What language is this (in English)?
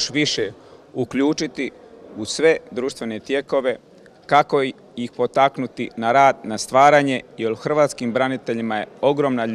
Croatian